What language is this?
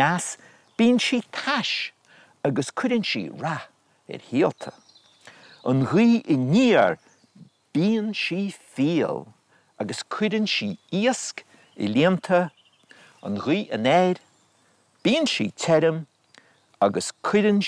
Irish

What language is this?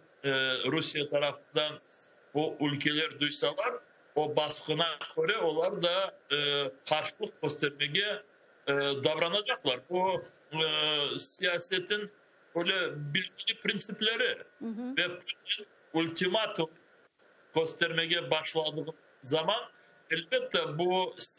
Crimean Tatar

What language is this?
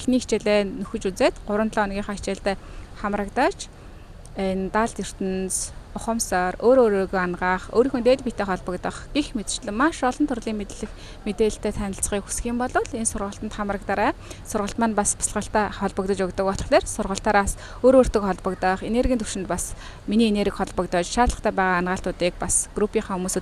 Mongolian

